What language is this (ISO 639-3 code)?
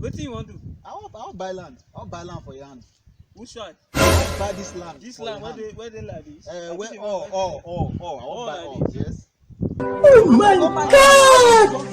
pcm